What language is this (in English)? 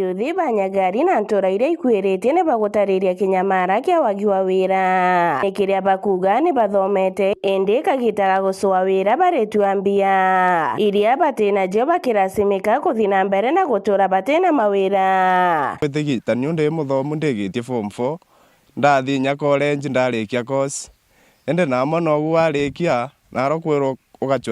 Meru